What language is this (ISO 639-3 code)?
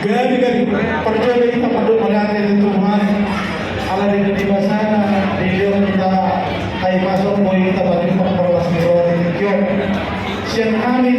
bbc